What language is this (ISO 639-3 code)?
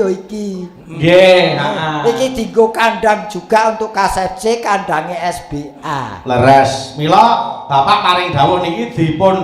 jav